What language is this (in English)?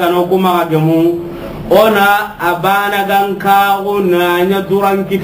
Soninke